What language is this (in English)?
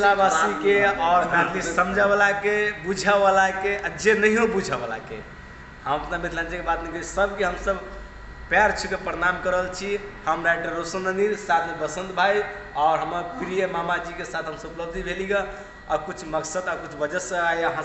Maithili